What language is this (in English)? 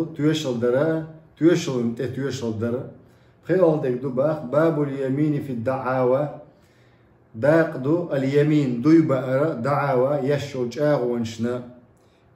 Chechen